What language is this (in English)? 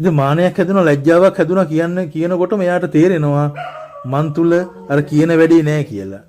Sinhala